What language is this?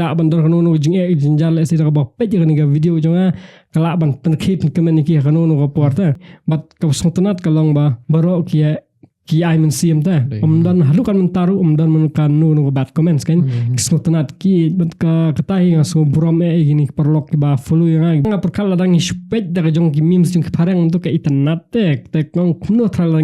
Khasi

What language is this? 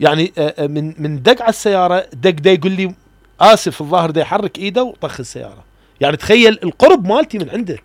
Mesopotamian Arabic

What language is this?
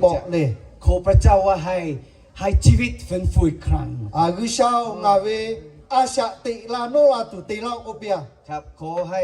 Lahu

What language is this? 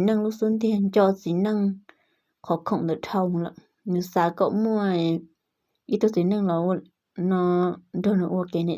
Hmong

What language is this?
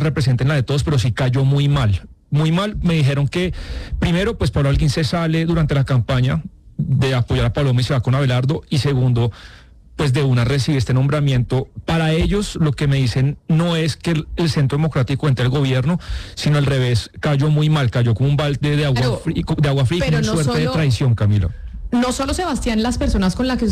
Spanish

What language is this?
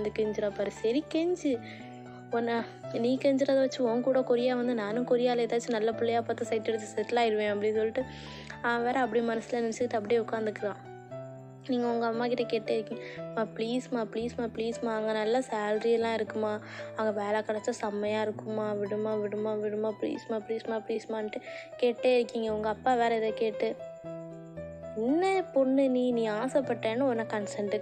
Tamil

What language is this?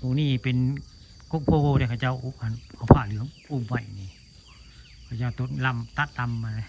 Northeastern Thai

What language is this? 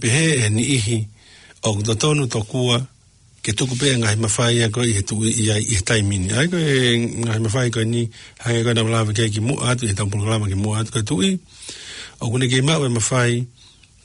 Tongan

